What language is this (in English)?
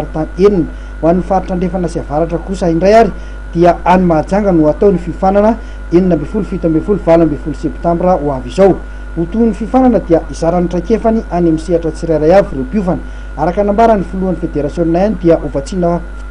Malagasy